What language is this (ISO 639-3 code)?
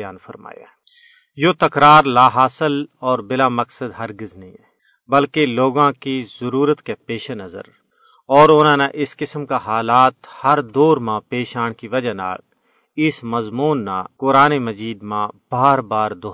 gju